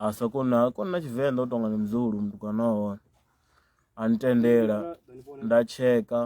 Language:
Venda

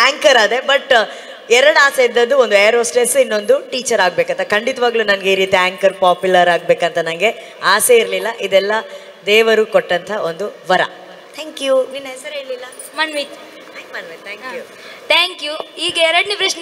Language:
Kannada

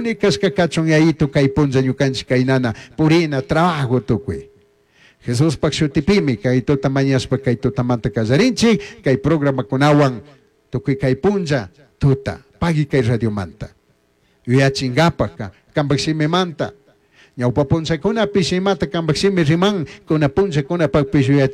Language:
Chimborazo Highland Quichua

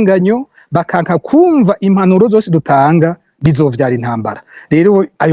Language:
Rundi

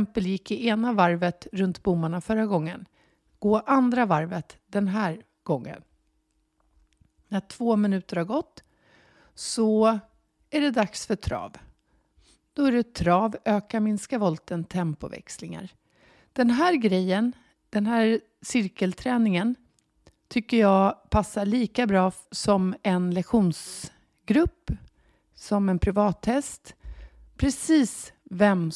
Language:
Swedish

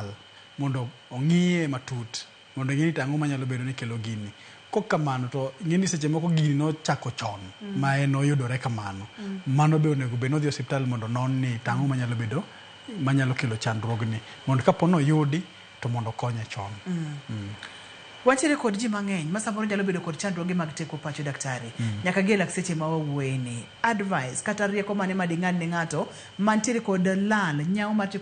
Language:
Luo (Kenya and Tanzania)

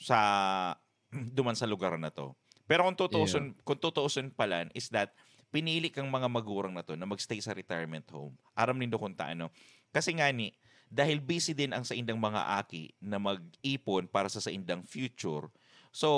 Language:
Bikol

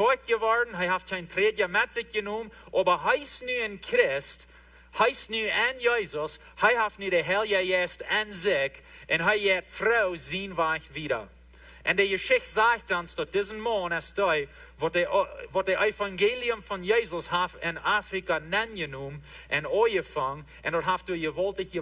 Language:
Plautdietsch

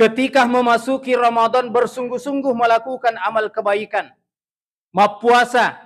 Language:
Buginese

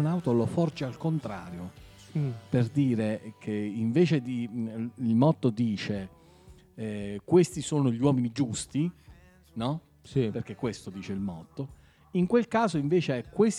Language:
Italian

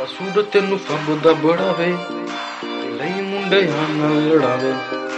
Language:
Punjabi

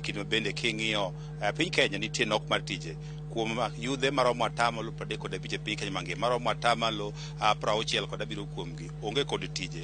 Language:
Luo (Kenya and Tanzania)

